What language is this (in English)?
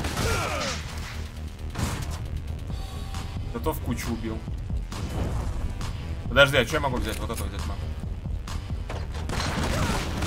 Russian